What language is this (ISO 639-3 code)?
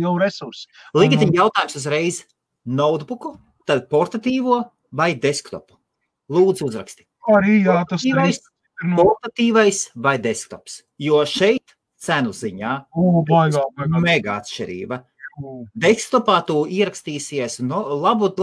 lav